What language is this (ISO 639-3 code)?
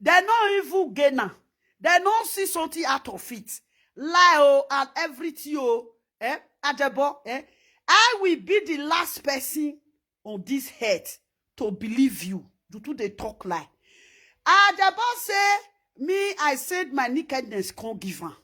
pcm